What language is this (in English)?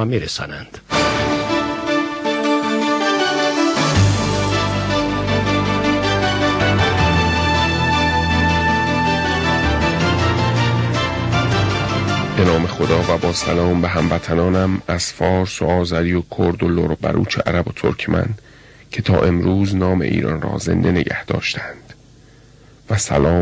Persian